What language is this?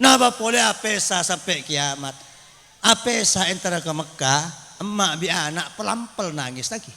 Madurese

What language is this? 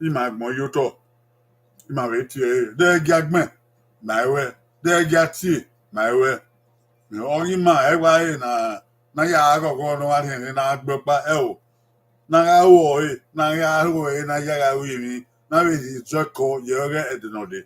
Bini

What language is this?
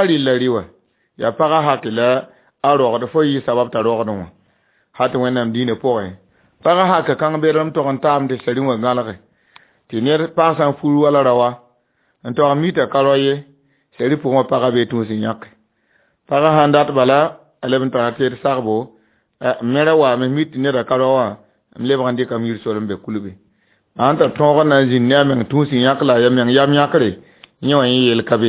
Mossi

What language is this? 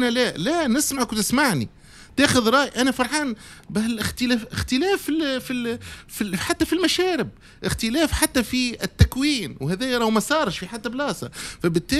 Tunisian Arabic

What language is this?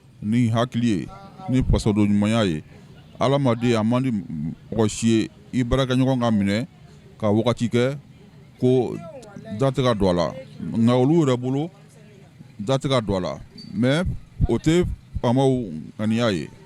Bambara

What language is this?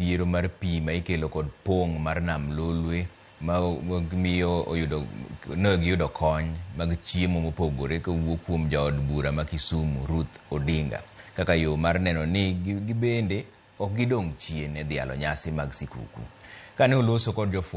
Luo (Kenya and Tanzania)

